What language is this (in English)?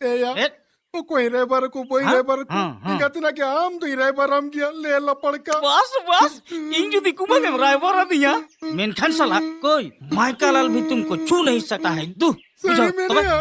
Santali